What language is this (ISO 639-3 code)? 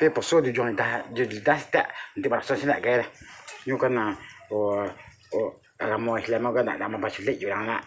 min